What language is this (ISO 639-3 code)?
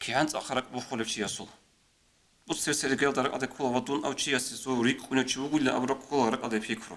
ava